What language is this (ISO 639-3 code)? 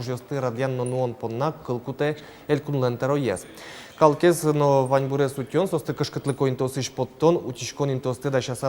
udm